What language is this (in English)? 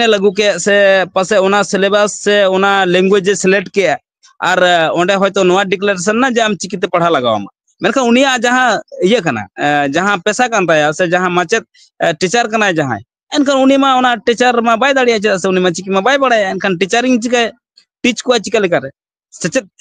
Santali